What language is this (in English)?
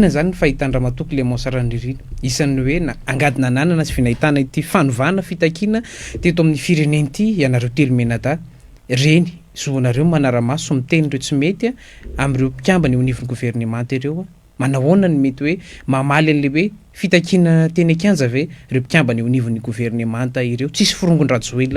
Malagasy